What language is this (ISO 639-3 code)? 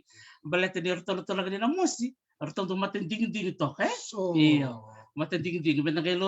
fij